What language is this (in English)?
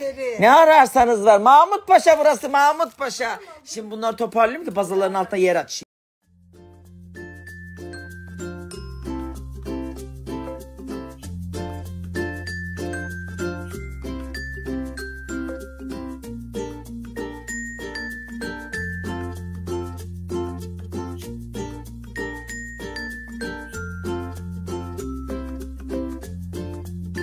Turkish